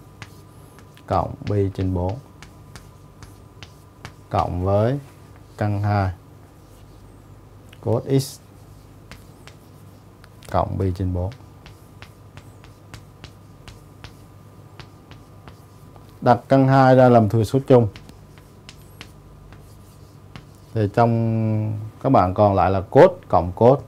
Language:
Vietnamese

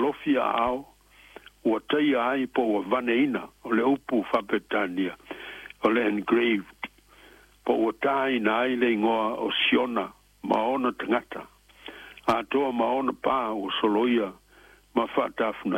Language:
Samoan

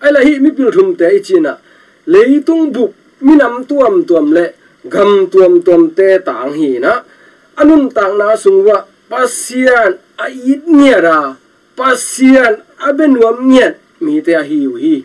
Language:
Tedim Chin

